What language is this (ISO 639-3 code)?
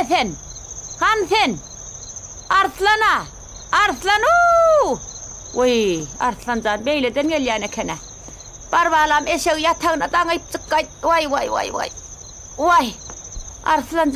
tuk